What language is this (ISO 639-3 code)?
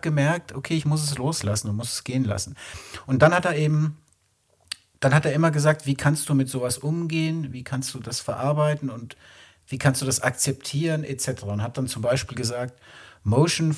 deu